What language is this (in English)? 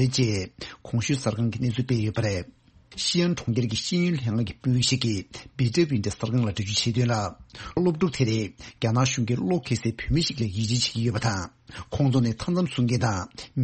Tibetan